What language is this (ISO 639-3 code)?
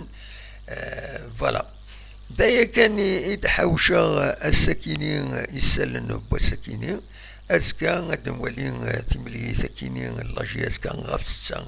kab